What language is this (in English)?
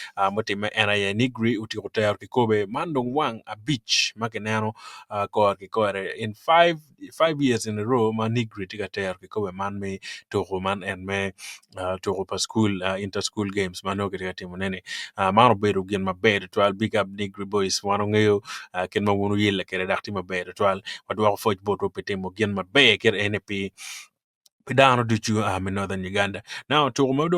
Acoli